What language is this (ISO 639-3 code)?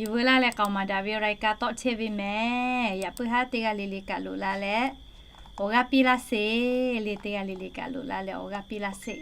lhu